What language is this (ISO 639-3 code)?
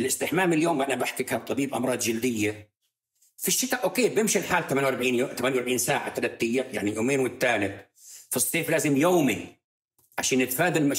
apc